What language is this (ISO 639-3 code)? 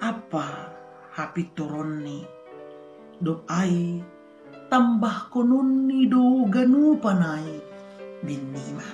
bts